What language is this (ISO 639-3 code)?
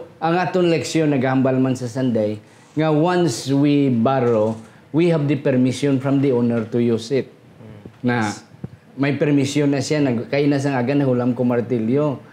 hil